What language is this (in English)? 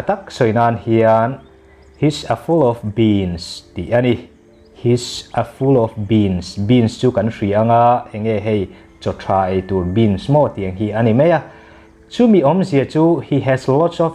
Mizo